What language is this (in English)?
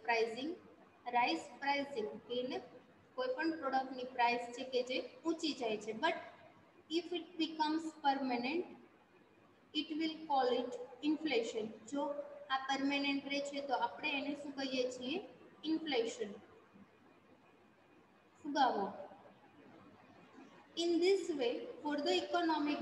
Gujarati